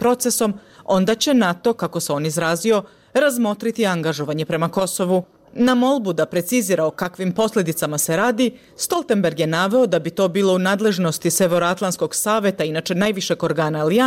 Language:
Bosnian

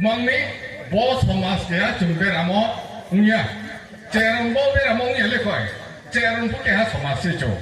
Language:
Riang (India)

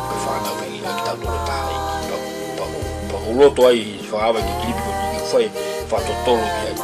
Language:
Tongan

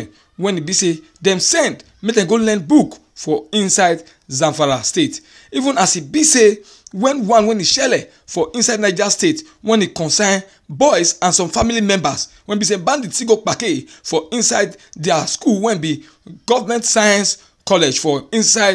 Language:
Nigerian Pidgin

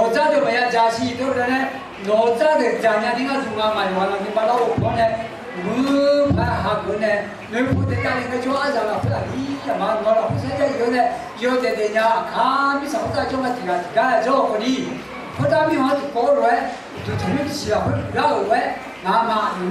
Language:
Akha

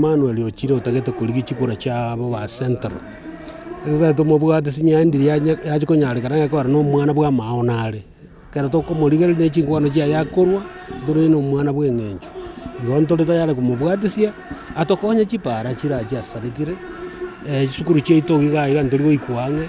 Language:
Gusii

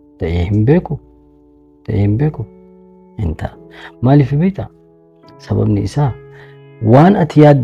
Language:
Oromo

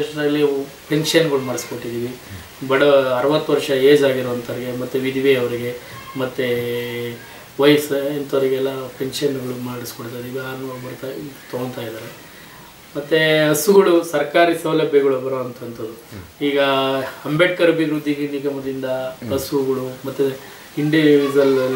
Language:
Kannada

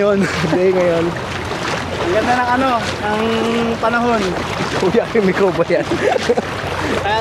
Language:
Filipino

